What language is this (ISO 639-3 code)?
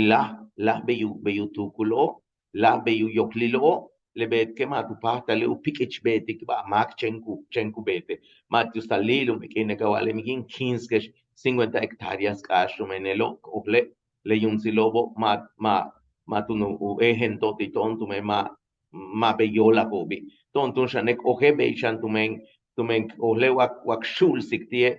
yua